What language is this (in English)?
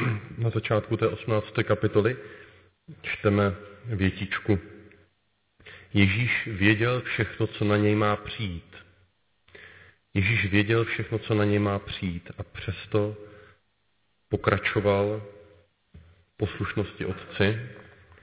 Czech